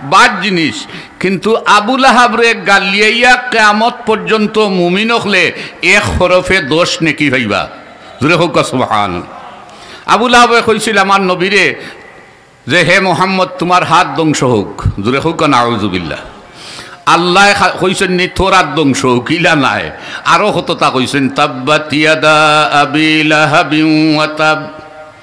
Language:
Sylheti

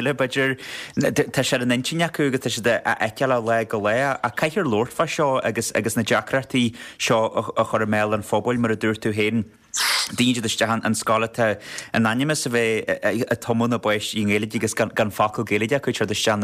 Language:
Irish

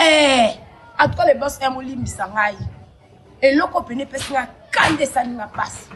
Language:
Lingala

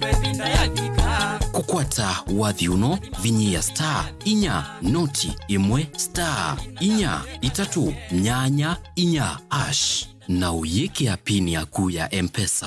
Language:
Kamba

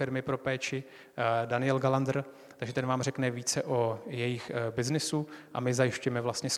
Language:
Czech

